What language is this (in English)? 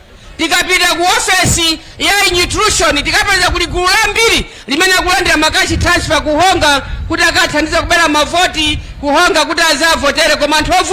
Nyanja